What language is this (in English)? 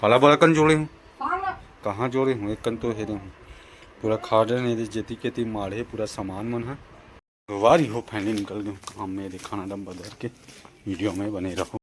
Chhattisgarhi